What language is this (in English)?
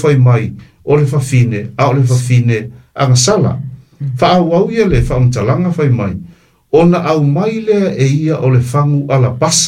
Samoan